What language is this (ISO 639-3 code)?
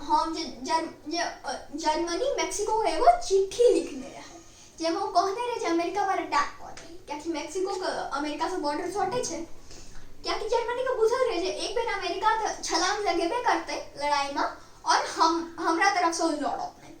mai